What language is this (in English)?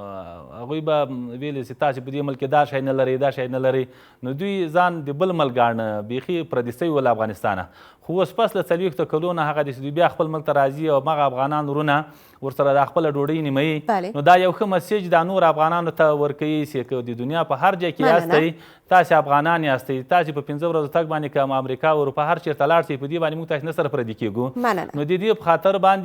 Pashto